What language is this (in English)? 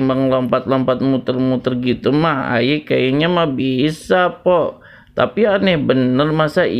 Betawi